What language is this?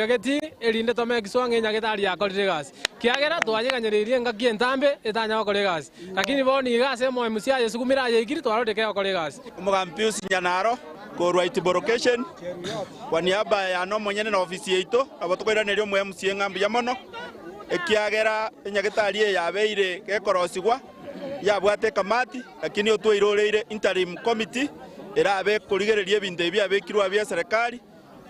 Gusii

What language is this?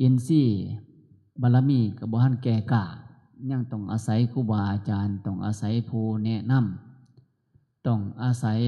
Northeastern Thai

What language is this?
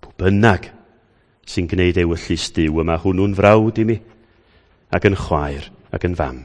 Welsh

